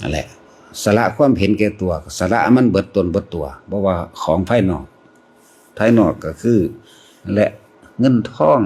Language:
Lao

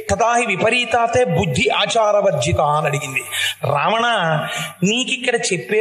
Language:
Telugu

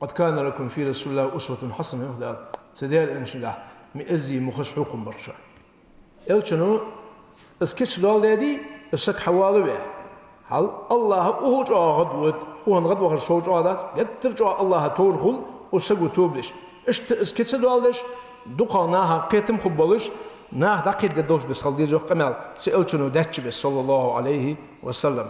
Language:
Ingush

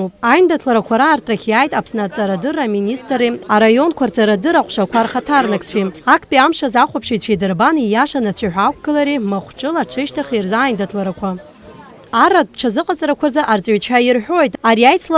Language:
Abkhazian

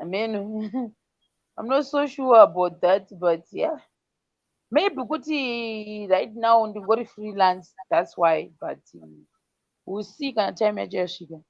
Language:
Shona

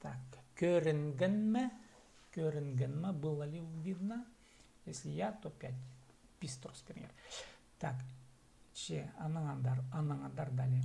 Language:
Khakas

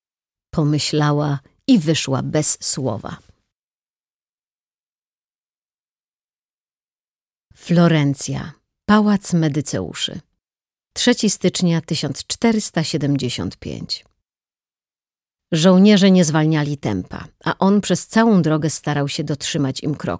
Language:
Polish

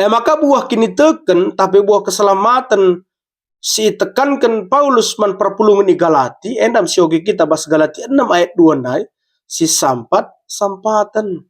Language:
Batak Karo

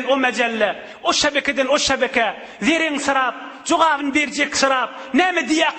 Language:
Turkmen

